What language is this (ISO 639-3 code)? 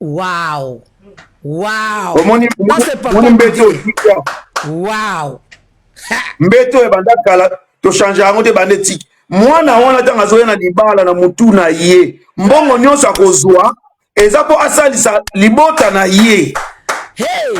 lin